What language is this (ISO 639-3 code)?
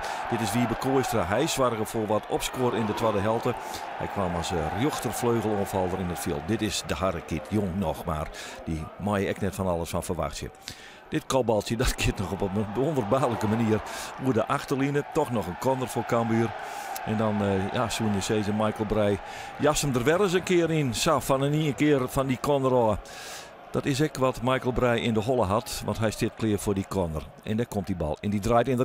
fry